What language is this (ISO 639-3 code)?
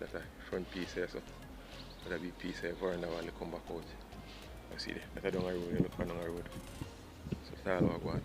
jam